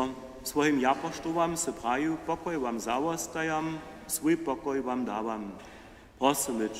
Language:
Upper Sorbian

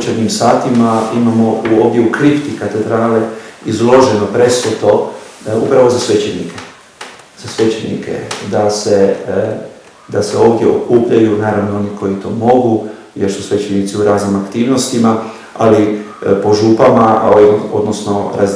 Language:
Croatian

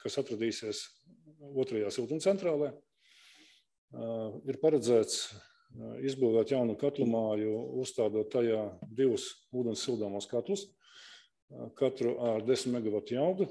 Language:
Latvian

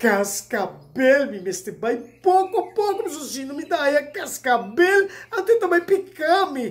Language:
Papiamento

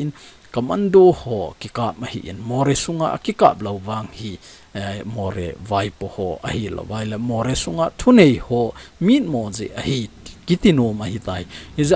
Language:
Thado Chin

